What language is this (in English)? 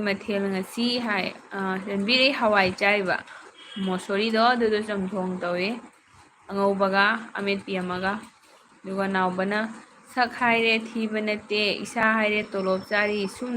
Manipuri